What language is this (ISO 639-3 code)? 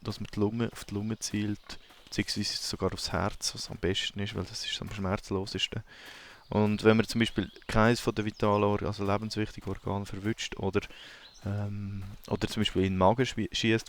gsw